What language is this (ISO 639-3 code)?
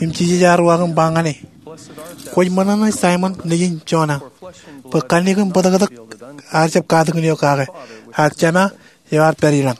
mah